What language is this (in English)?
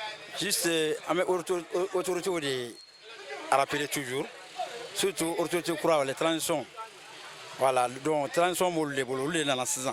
Bambara